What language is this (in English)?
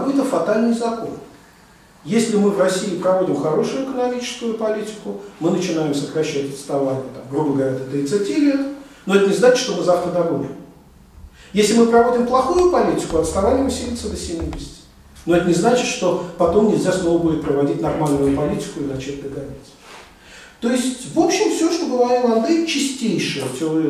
Russian